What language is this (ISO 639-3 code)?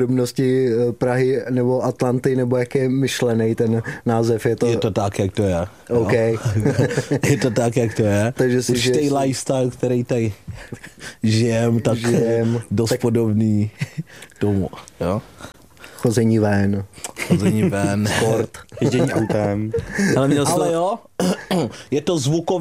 ces